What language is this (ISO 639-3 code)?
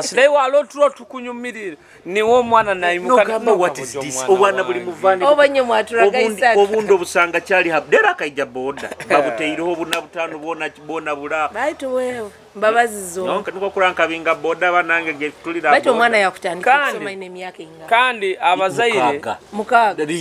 nyo